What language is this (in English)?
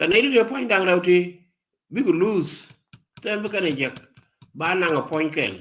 Nuer